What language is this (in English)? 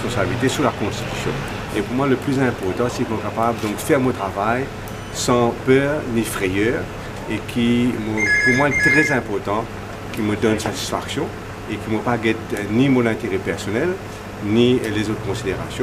Morisyen